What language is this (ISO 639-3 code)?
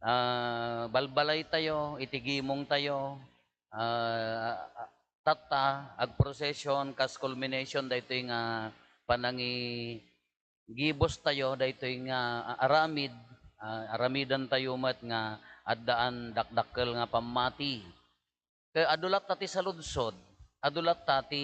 ilo